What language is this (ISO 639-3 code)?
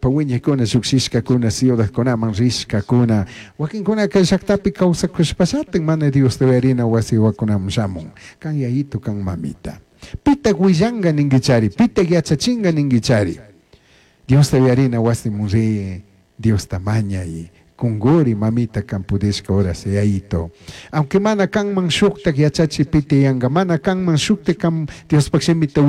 qug